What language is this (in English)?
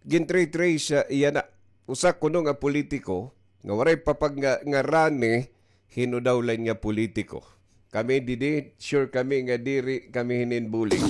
Waray